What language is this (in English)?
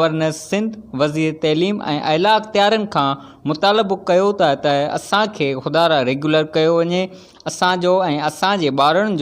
Sindhi